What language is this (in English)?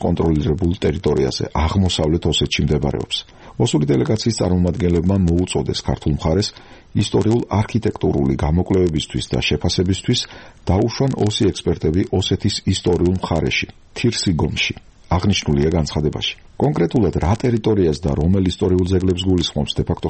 Georgian